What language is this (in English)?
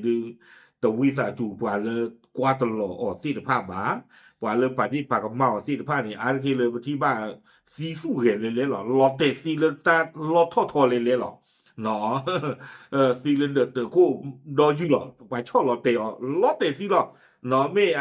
S'gaw Karen